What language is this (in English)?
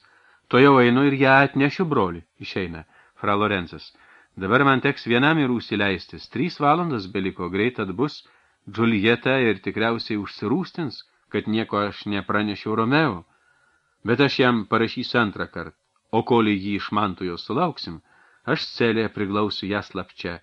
Lithuanian